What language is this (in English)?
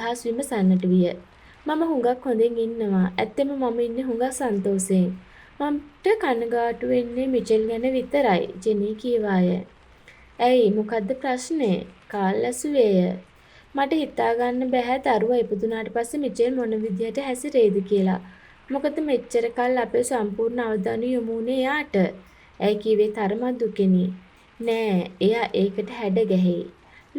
Sinhala